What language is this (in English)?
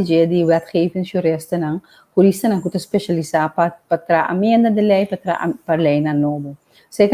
Papiamento